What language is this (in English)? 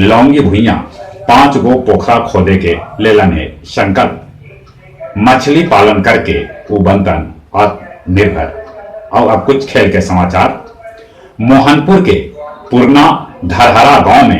Magahi